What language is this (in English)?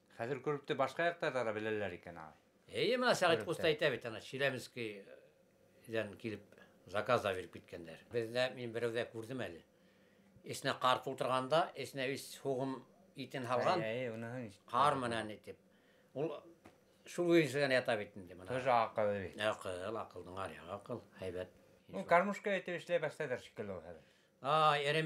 Bashkir